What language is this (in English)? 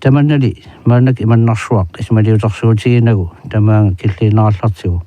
Kalaallisut